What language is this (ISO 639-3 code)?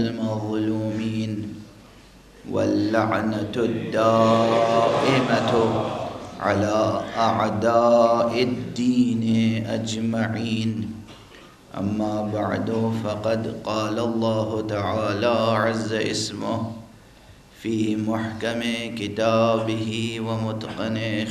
urd